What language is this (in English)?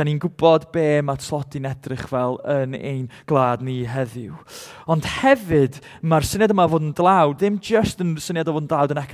Welsh